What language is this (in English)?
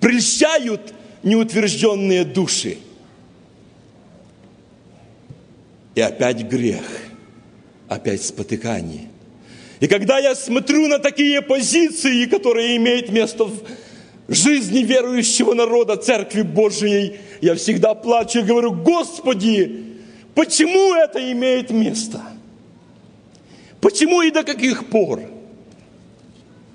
Russian